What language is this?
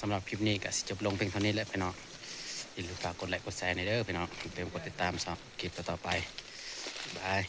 Northeastern Thai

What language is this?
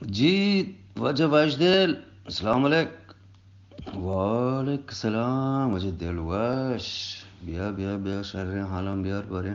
Eastern Balochi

